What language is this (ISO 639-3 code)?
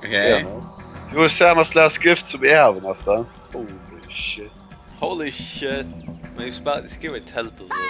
fao